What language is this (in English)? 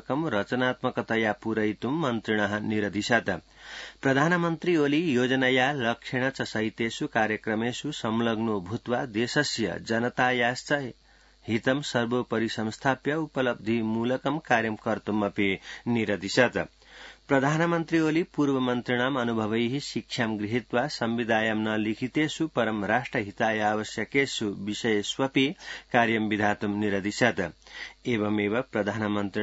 Sanskrit